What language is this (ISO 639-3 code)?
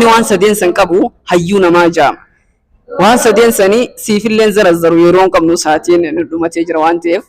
orm